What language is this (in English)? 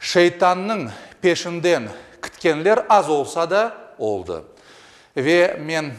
Crimean Tatar